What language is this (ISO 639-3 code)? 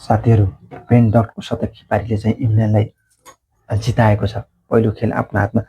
nep